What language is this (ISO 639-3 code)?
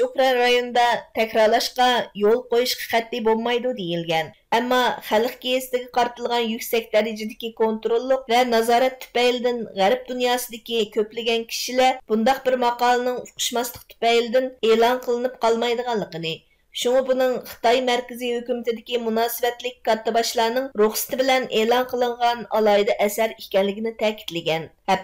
uig